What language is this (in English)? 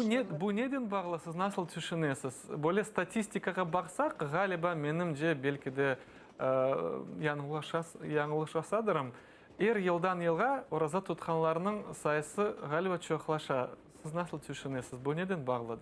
Crimean Tatar